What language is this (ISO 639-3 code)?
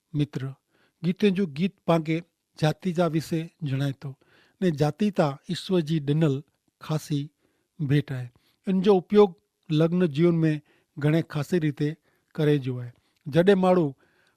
kfr